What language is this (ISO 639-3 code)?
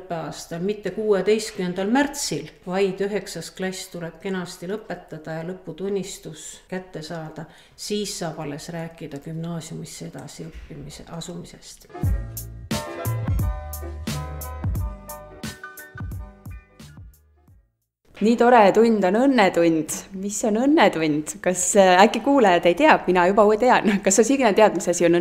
est